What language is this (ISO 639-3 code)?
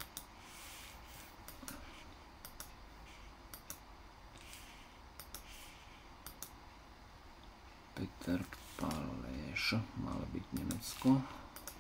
slk